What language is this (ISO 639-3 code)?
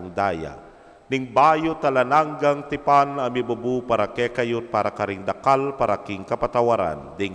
pam